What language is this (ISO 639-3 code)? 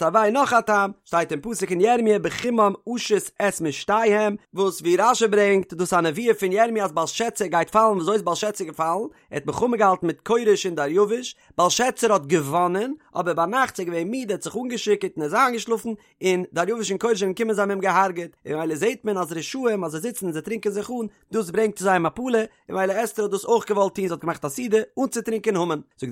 yid